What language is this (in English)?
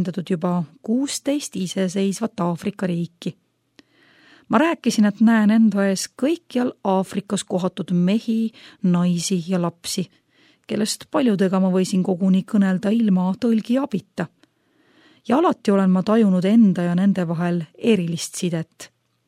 Estonian